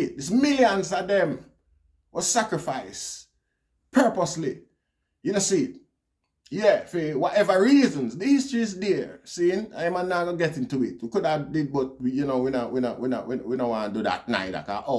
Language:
Jamaican Creole English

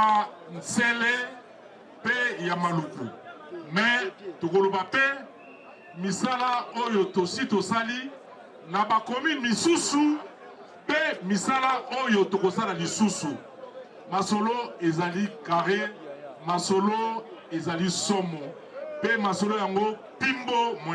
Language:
Lingala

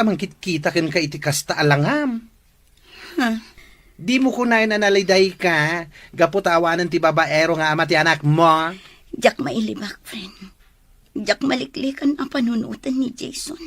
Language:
Iloko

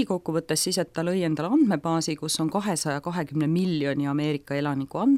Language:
Estonian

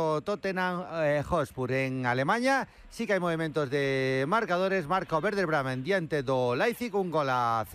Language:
Galician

